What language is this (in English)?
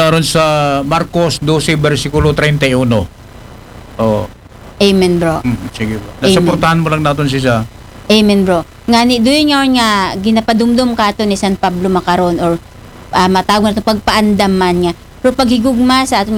Aklanon